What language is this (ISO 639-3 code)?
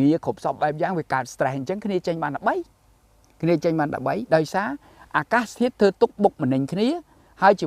khm